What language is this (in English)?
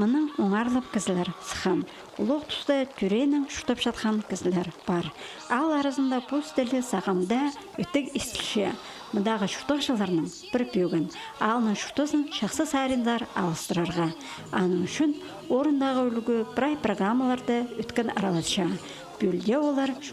Khakas